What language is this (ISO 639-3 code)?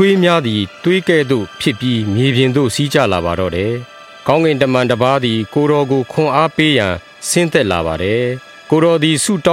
mya